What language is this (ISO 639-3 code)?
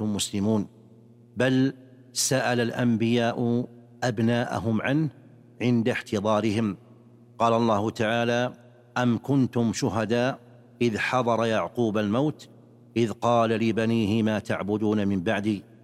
ara